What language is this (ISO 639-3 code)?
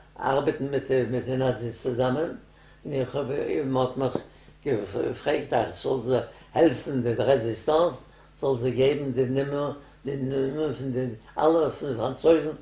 yid